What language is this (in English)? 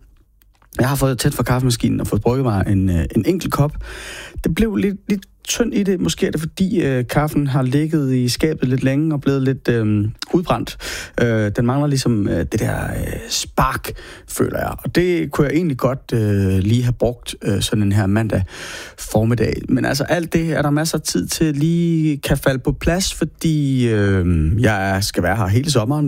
Danish